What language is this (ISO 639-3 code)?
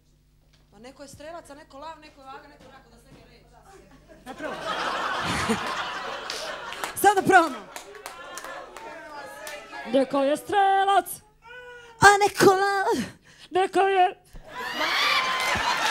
srp